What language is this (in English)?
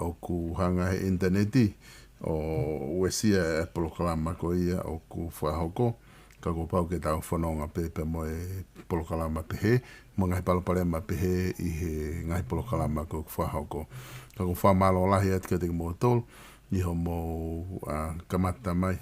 Tongan